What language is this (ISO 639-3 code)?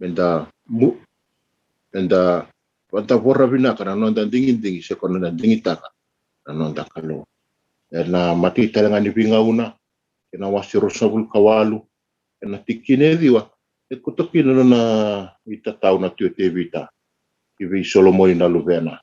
fij